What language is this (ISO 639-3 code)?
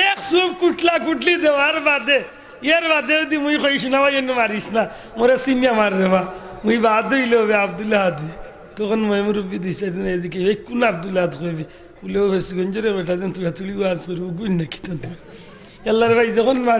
syl